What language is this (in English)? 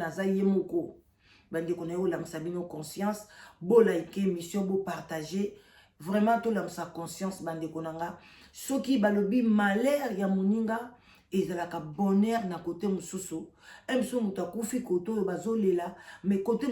Lingala